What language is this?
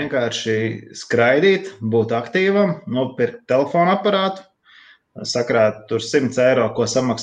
Latvian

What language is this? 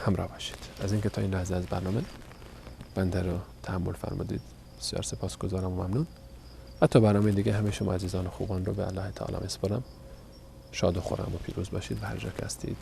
Persian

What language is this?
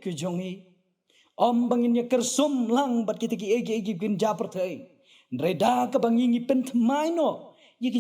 Khasi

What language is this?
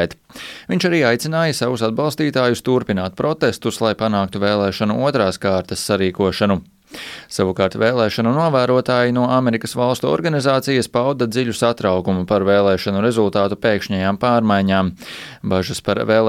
Latvian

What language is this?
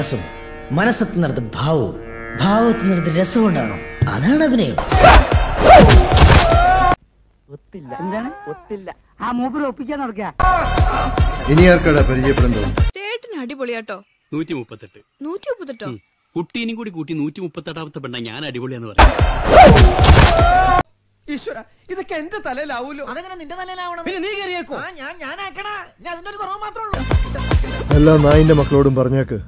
Malayalam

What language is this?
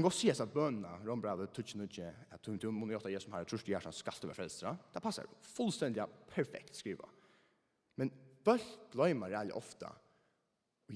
Faroese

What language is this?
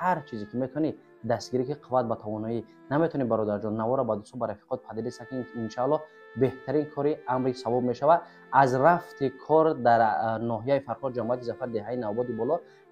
Tajik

